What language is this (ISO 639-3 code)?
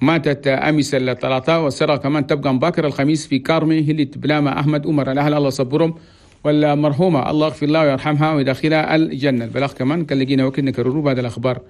shu